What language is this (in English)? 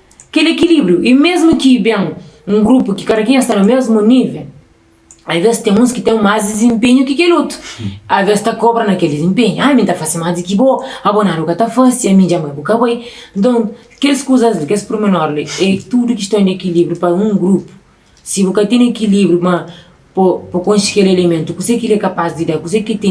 Kabuverdianu